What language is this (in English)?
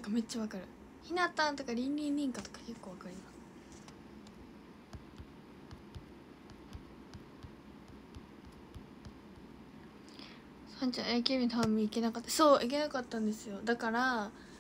Japanese